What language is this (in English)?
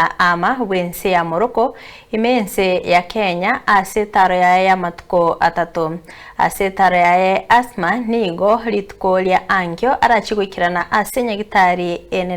Gusii